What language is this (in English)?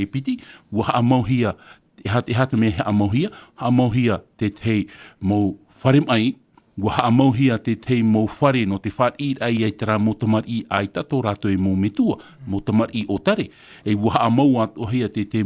Tahitian